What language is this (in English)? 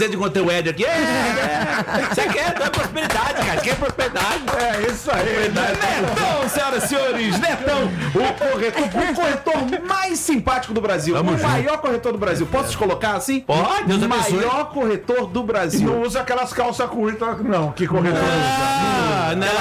Portuguese